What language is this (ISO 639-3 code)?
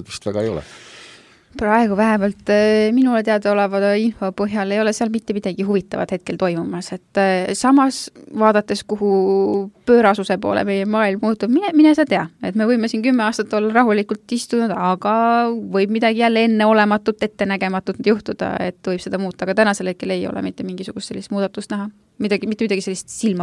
est